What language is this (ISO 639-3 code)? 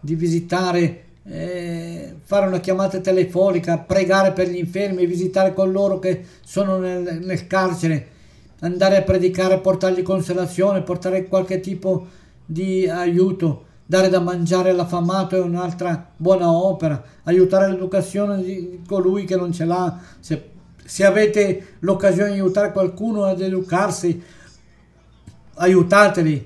ita